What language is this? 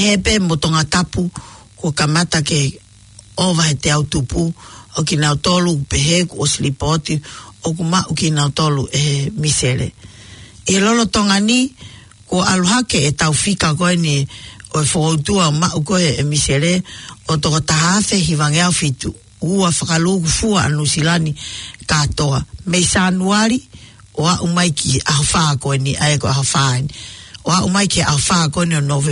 Tongan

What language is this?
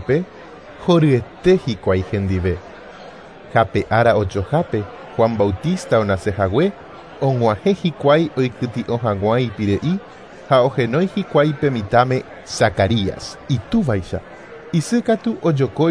Guarani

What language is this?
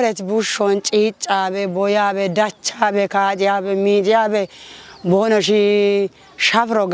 Kafa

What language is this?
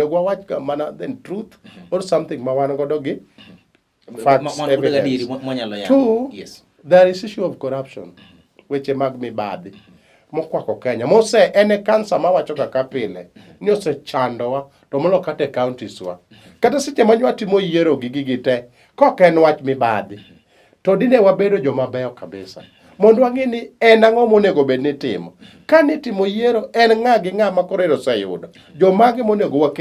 Luo (Kenya and Tanzania)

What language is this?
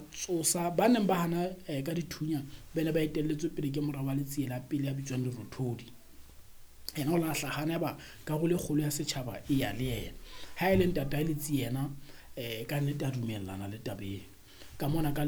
Southern Sotho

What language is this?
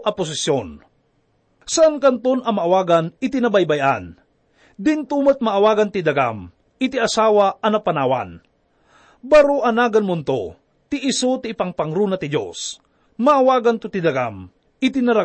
Iloko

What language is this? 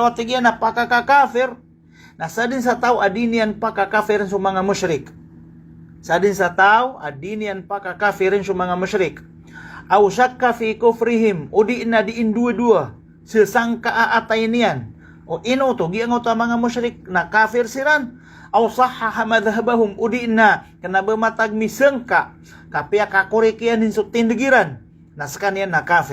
Maranao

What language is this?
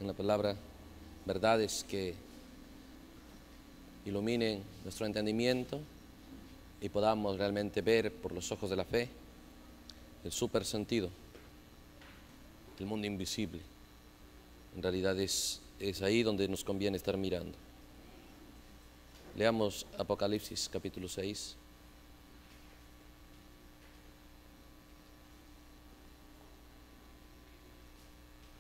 Spanish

